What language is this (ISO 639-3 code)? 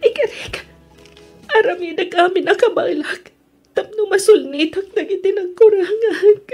ilo